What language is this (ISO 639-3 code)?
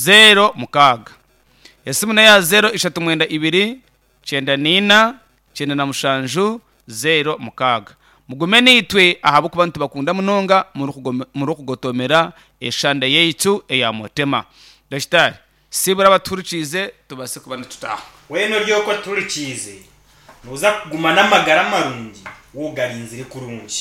nyn